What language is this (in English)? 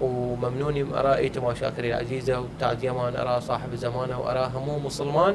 Southern Kurdish